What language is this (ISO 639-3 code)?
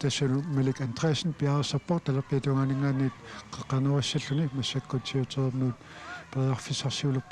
kal